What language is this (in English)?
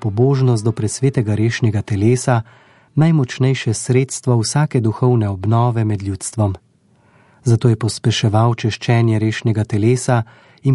Slovenian